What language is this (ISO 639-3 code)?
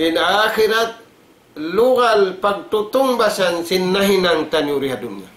tsg